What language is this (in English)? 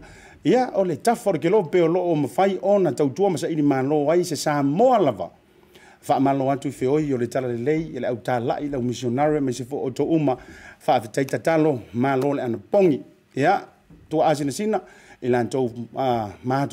Samoan